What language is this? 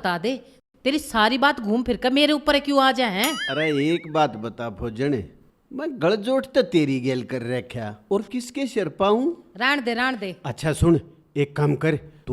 Haryanvi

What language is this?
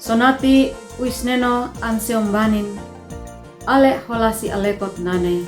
Uab Meto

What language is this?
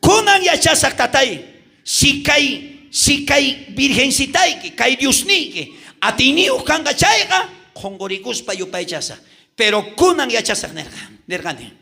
South Bolivian Quechua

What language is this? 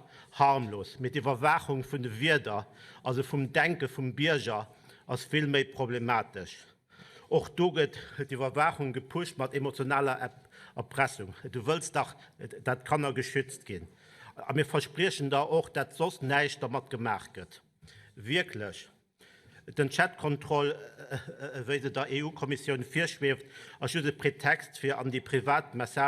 Luxembourgish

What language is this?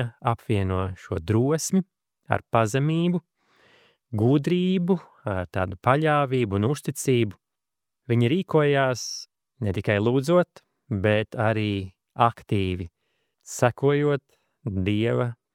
Latvian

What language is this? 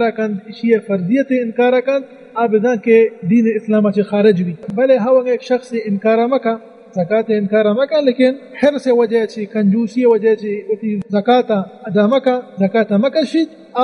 Baluchi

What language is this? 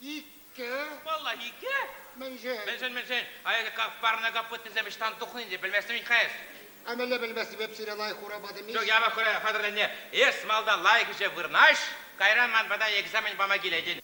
Chuvash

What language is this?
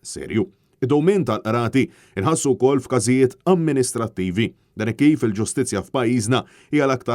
Maltese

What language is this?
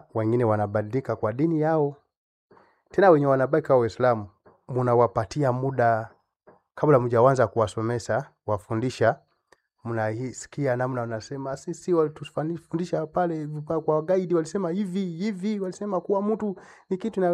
Swahili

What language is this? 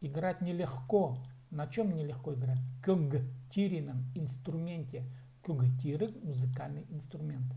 Khakas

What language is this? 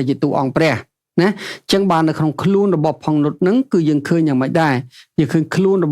Khmer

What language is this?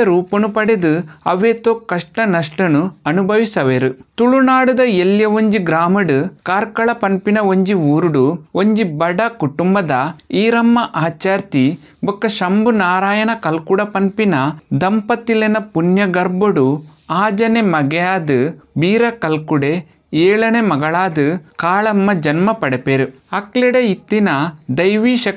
Tulu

